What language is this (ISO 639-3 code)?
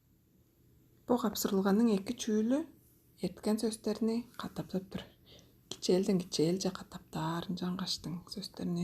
tyv